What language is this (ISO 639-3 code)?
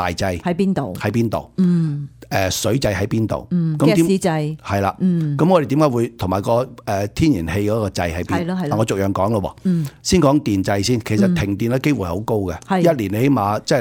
yue